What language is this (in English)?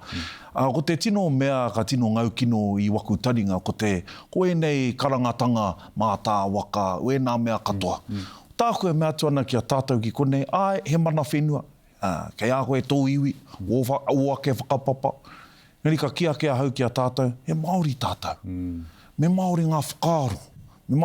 Māori